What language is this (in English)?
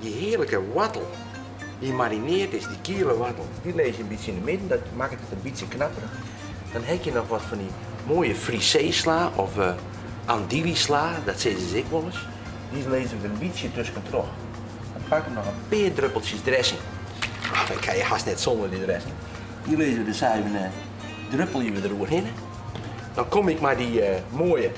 Western Frisian